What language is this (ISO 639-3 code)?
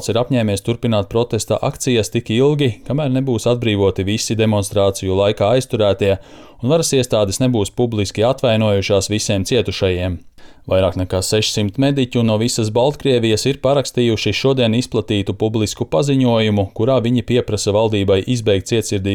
lav